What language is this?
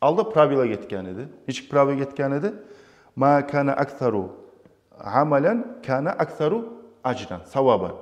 Kumyk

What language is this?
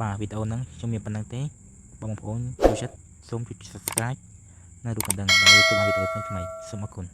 Khmer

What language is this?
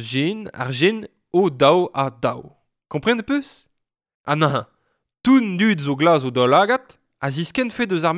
Breton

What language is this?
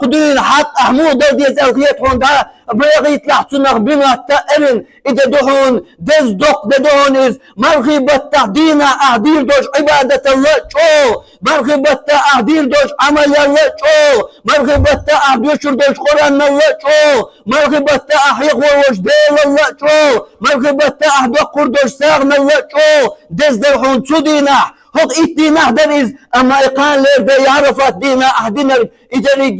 Chechen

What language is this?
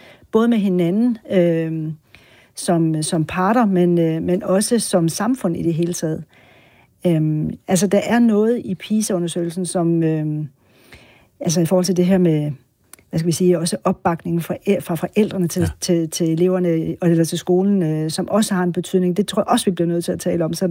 Danish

